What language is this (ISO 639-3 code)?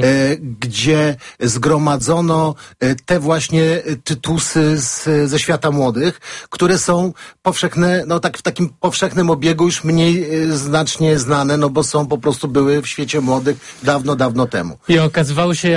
pol